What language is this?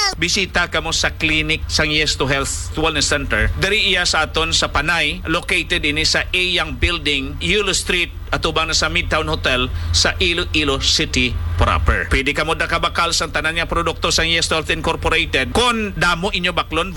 Hiligaynon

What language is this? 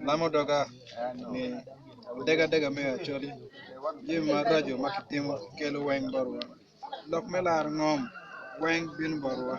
Acoli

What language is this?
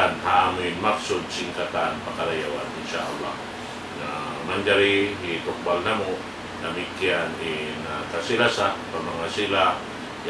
Tausug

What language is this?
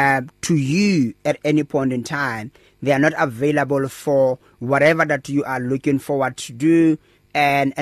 English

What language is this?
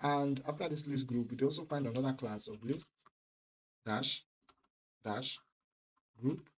Nigerian Pidgin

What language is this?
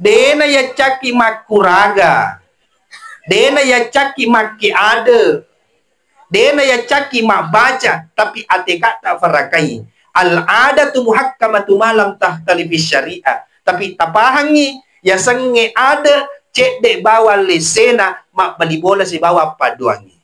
Buginese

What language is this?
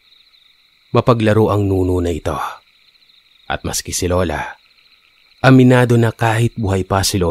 Filipino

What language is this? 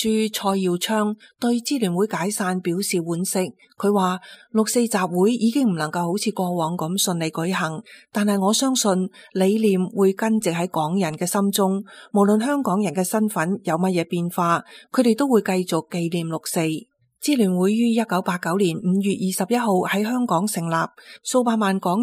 Cantonese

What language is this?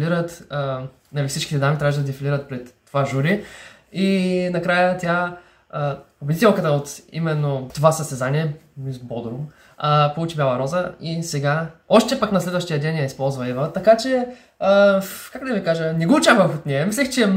Bulgarian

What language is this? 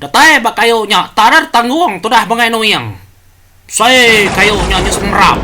Iban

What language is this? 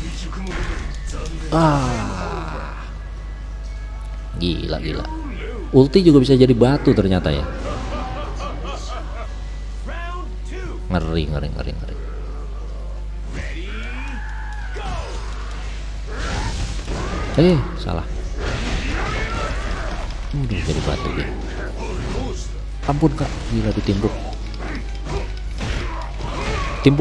Indonesian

